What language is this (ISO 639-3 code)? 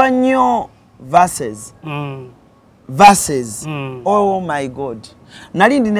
lug